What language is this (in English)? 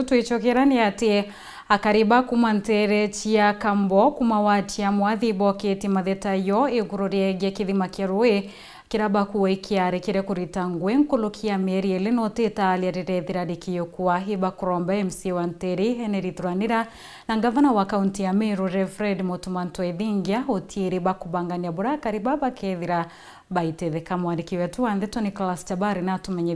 Meru